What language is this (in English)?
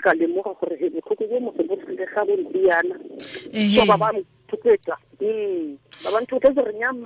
Tswana